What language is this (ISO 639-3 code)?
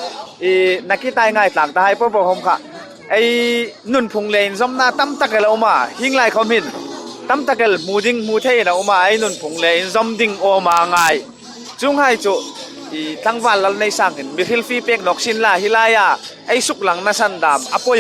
hmr